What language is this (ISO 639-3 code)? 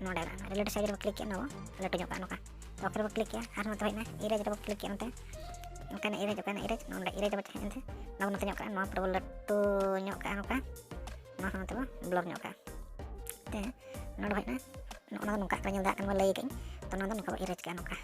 sat